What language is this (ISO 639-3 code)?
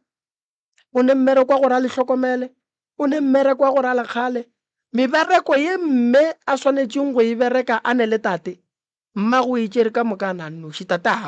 nso